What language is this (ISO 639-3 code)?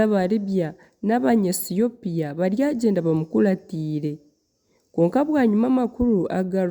nyn